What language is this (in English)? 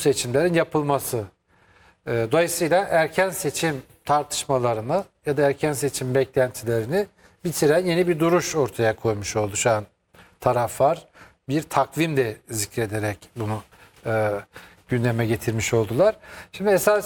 Turkish